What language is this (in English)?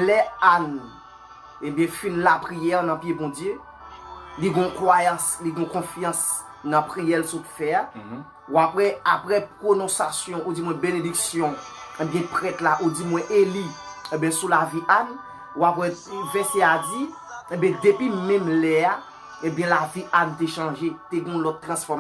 Haitian Creole